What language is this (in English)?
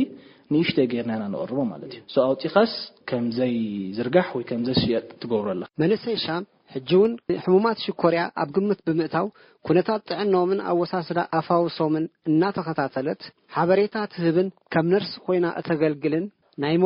Tigrinya